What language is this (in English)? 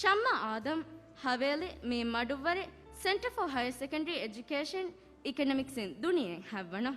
Divehi